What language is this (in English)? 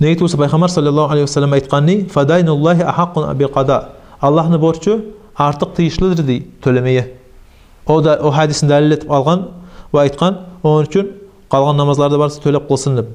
Kumyk